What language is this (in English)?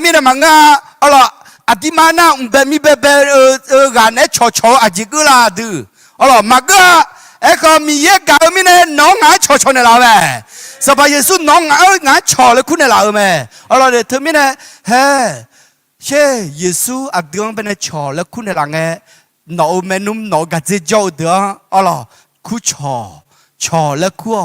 Akha